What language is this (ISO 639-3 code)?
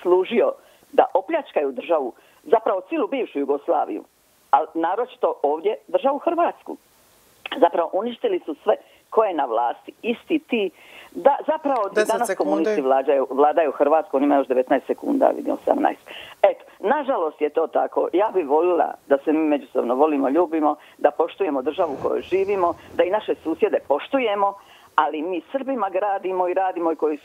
hrv